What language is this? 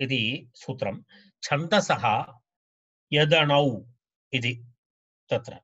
Sanskrit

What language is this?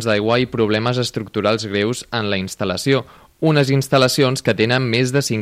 Catalan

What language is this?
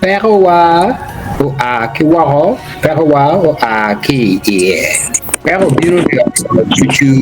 Acoli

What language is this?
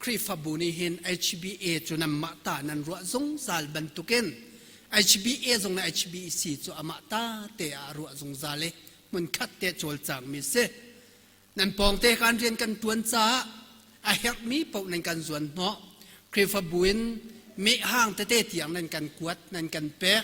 Hakha Chin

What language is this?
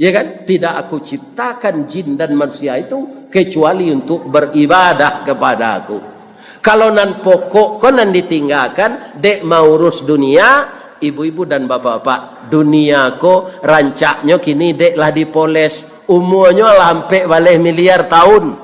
Minangkabau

